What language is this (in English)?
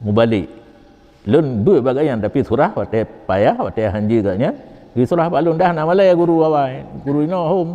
Achinese